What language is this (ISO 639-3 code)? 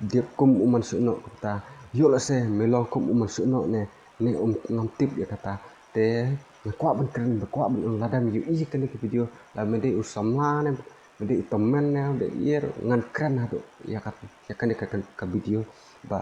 kha